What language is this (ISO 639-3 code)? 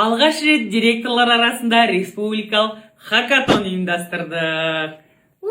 kaz